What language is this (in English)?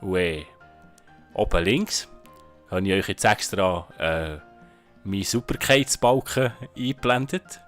Swiss German